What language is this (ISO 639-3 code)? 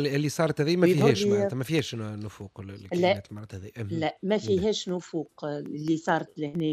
aeb